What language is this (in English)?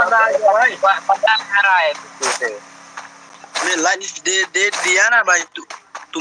Khasi